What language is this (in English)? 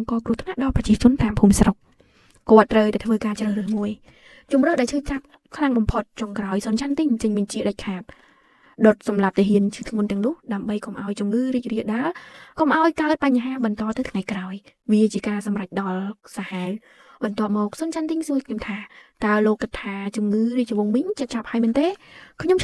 Khmer